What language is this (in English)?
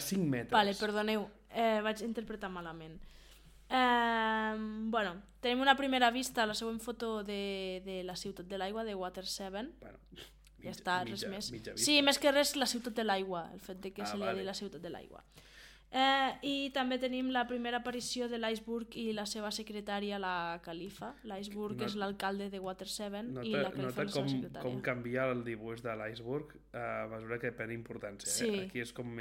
Catalan